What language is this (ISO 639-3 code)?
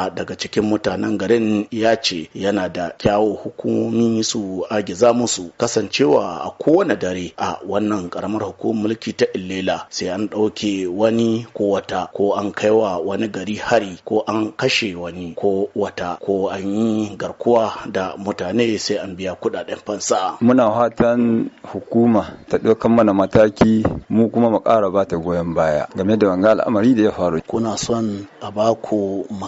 hau